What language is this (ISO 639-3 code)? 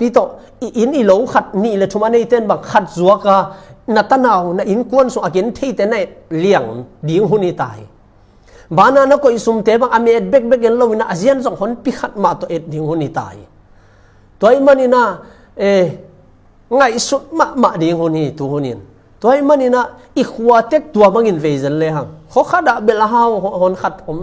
ctd